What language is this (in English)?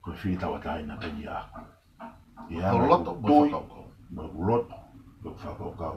Tongan